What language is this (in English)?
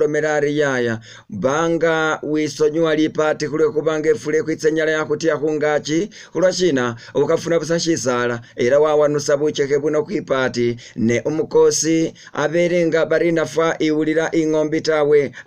Masaaba